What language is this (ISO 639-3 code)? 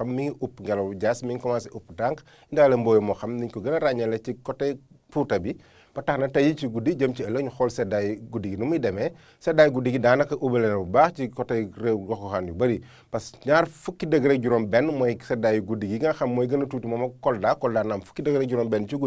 wol